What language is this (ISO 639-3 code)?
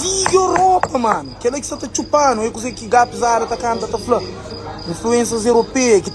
kea